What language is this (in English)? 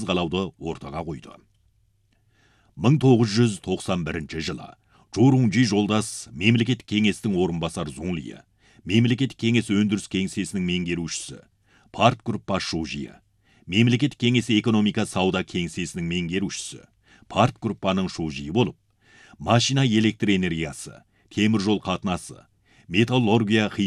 Kazakh